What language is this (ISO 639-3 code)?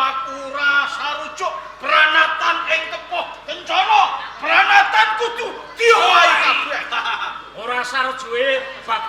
jav